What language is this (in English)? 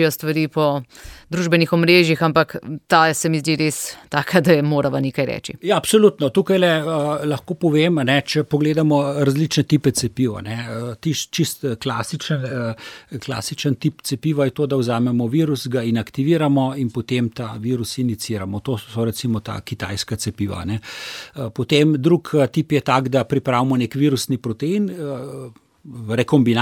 Slovenian